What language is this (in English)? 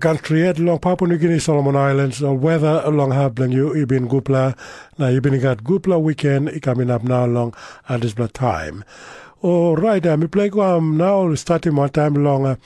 Tok Pisin